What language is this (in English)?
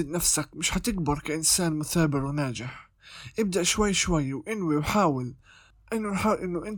North Levantine Arabic